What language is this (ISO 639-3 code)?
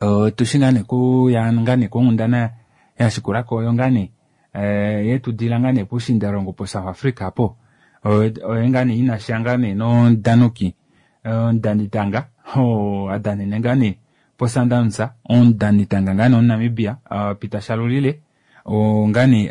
kua